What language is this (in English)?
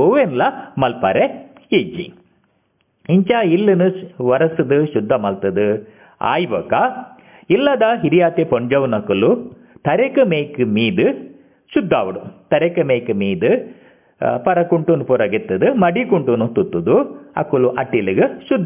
Tulu